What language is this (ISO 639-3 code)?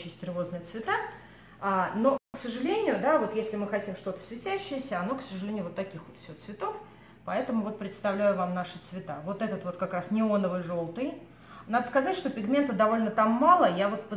rus